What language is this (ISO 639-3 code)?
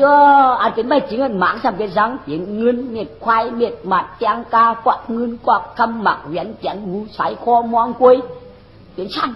shn